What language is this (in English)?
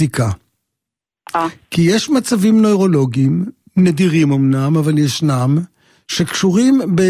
Hebrew